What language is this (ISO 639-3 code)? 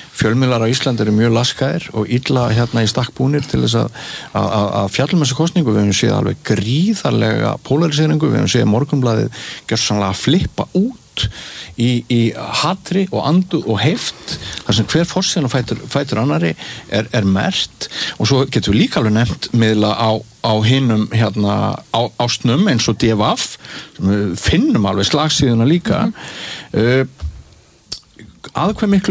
isl